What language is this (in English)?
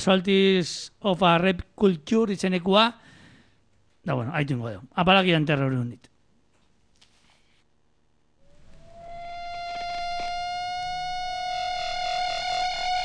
Basque